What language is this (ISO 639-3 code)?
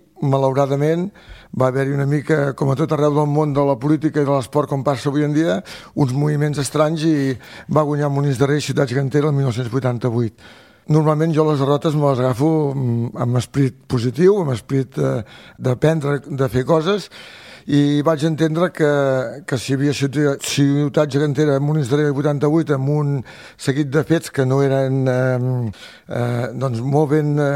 cat